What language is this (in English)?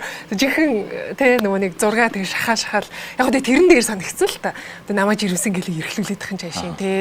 Mongolian